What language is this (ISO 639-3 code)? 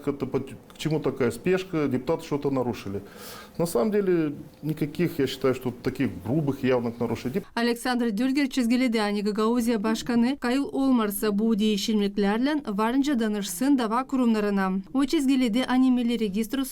gag